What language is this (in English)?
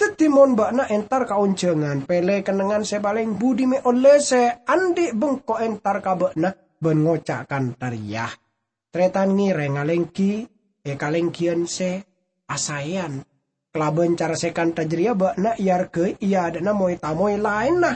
Madurese